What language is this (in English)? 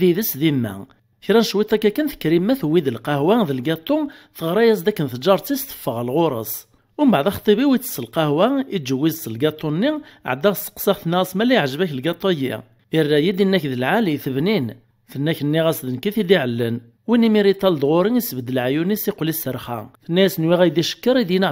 Kabyle